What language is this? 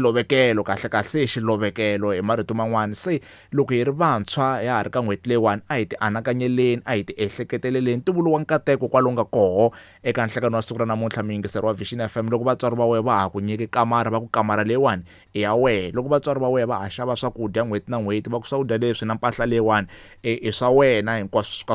Tsonga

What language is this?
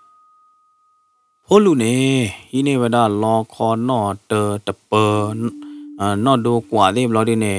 S'gaw Karen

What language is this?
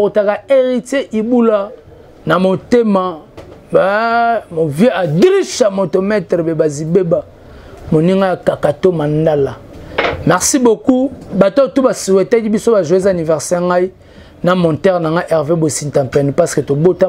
Lingala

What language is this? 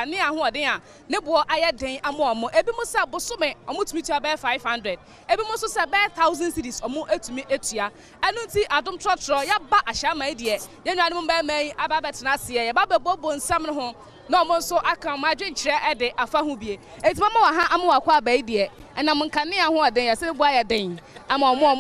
Akan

